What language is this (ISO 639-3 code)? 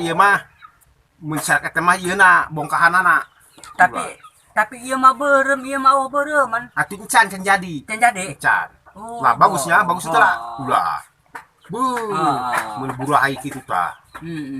sun